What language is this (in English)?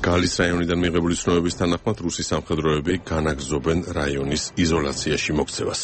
Georgian